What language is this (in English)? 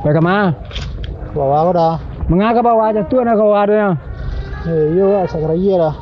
Minangkabau